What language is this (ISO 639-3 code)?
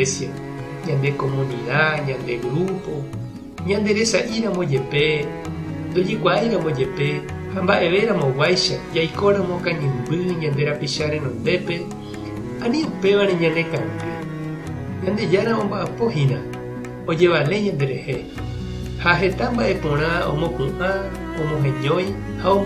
grn